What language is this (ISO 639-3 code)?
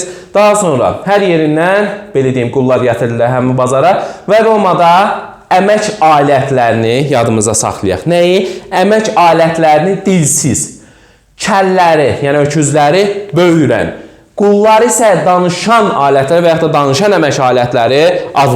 aze